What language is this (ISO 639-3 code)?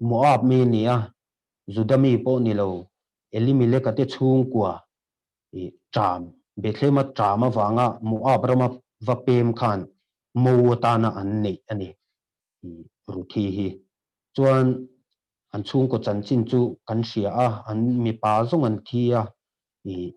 lus